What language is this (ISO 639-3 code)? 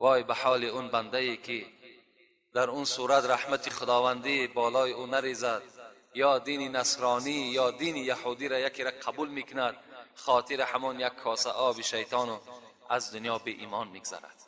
tgk